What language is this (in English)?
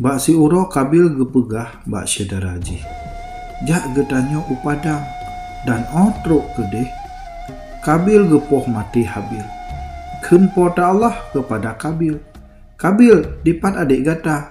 Achinese